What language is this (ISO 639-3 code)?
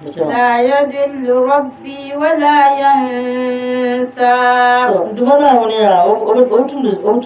dag